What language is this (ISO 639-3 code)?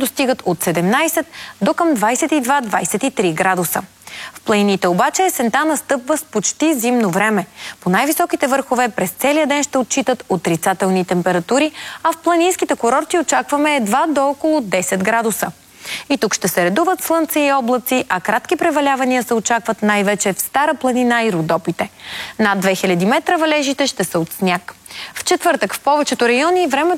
bul